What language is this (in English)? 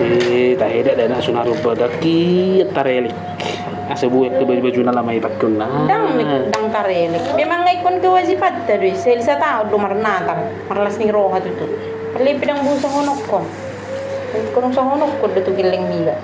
Batak Toba